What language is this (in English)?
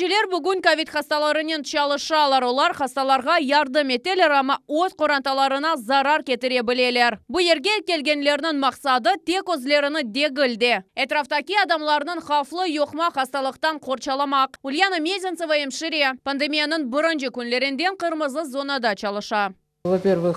Crimean Tatar